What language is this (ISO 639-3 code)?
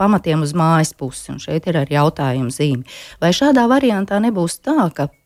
lav